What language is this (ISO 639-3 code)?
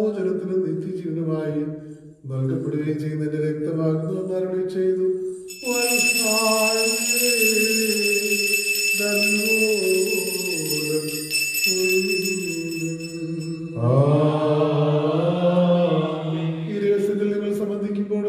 mal